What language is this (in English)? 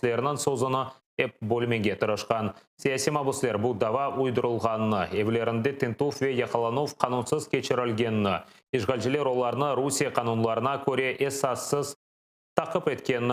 Crimean Tatar